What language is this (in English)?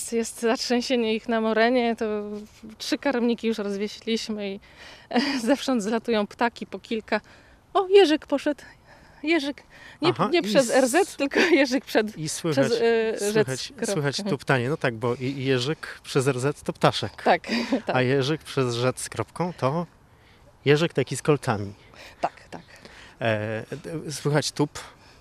Polish